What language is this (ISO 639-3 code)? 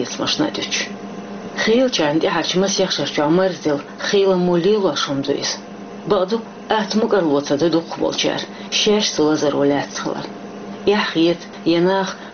che